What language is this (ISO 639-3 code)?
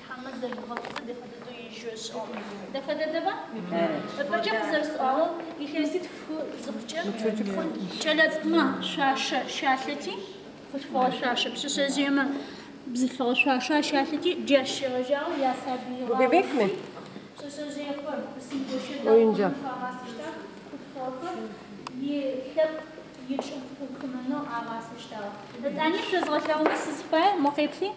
ady